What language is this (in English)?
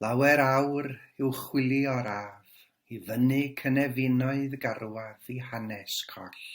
Welsh